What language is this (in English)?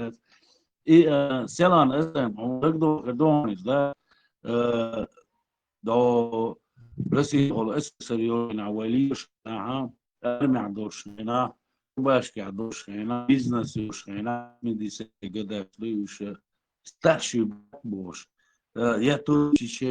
Chechen